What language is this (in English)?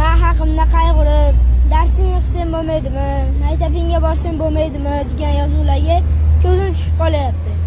Uzbek